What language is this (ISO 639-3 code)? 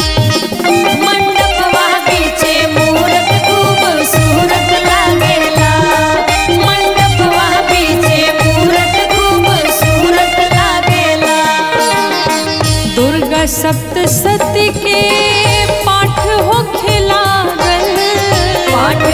bho